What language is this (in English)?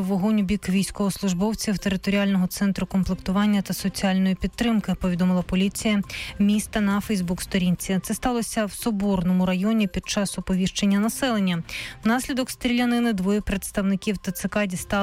Ukrainian